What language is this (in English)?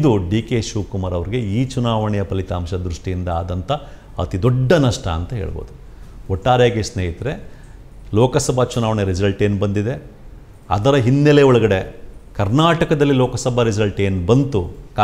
Kannada